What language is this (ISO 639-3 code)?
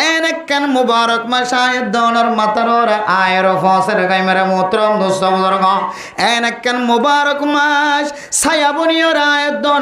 rhg